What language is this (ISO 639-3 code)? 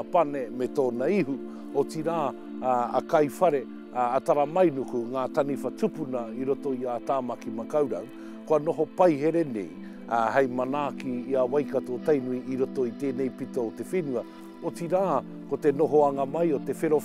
mri